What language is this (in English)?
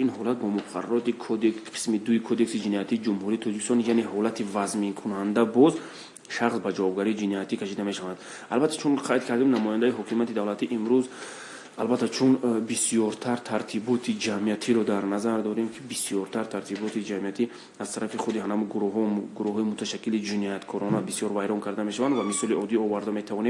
Tajik